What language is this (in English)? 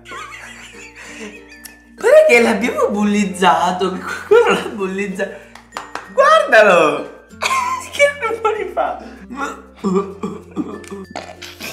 Italian